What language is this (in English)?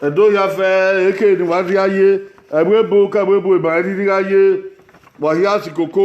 Bini